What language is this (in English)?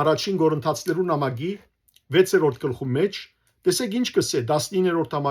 Western Armenian